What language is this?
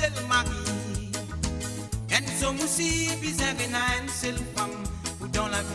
Morisyen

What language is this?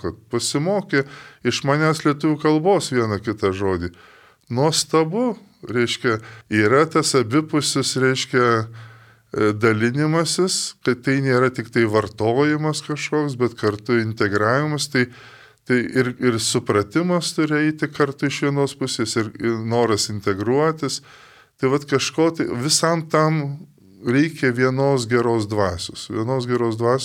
Lithuanian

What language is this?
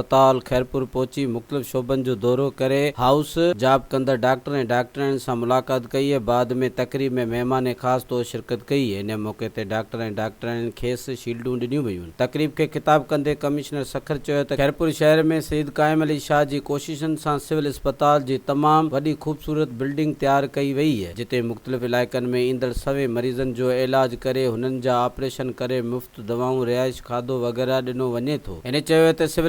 Sindhi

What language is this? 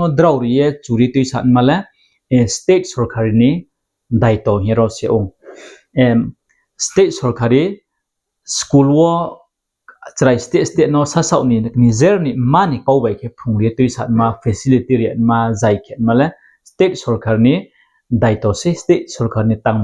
Riang (India)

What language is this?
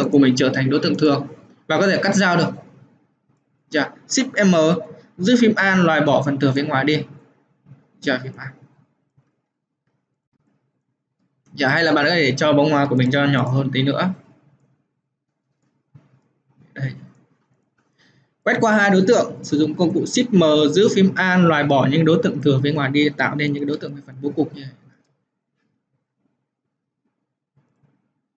Vietnamese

